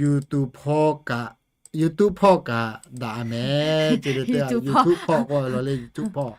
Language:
Lahu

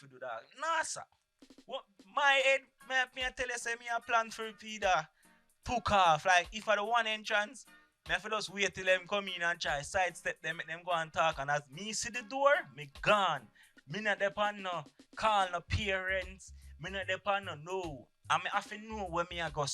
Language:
Jamaican Creole English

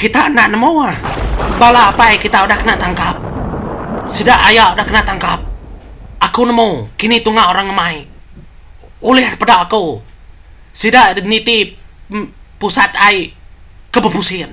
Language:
Iban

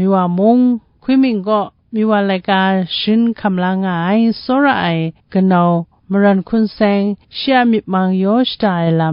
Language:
Kachin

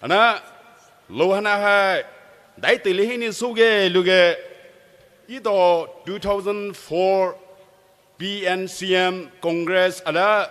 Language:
Poumei Naga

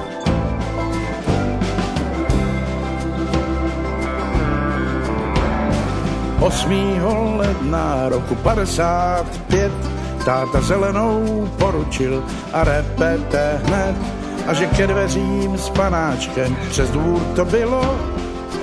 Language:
Czech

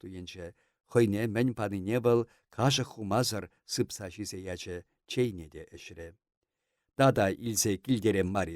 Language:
Chuvash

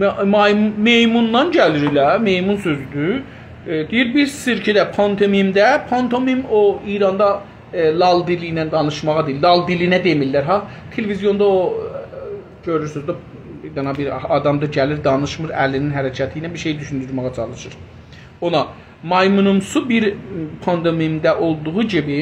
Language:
South Azerbaijani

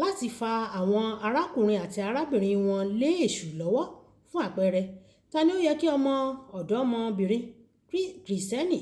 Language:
Yoruba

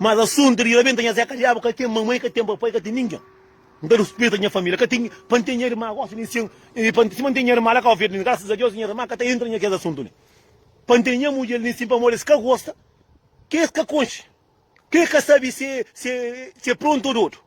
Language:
Kabuverdianu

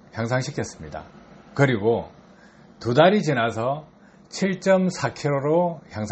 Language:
Korean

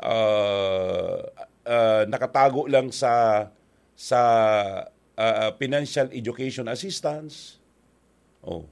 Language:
Bikol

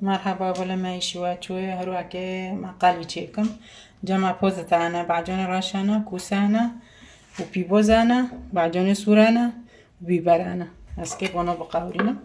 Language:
Kurdish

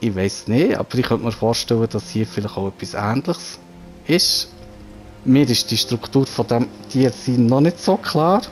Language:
Swiss German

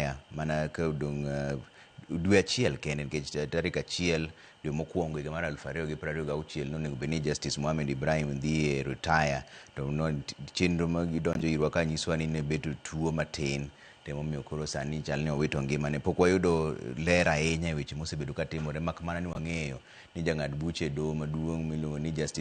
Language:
Luo (Kenya and Tanzania)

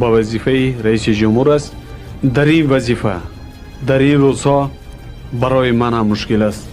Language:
Tajik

